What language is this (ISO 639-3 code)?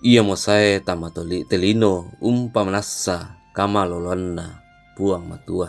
sda